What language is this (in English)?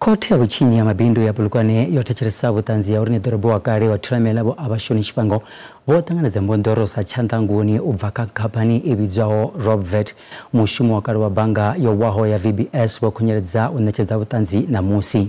Venda